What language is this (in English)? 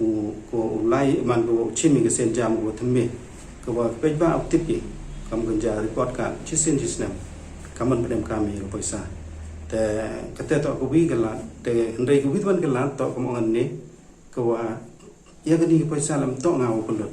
Pnar